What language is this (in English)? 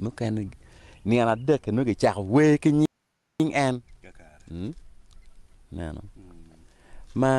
Acoli